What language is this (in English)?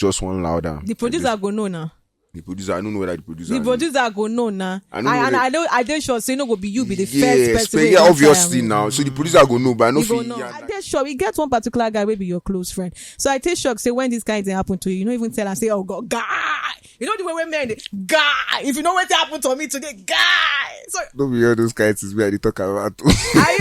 Nigerian Pidgin